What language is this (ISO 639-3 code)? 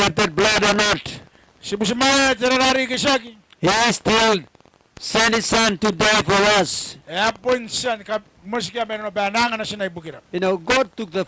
gil